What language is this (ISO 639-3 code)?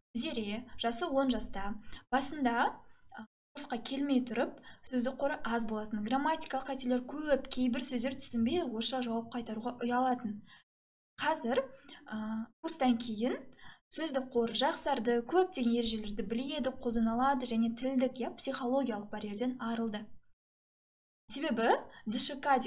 kaz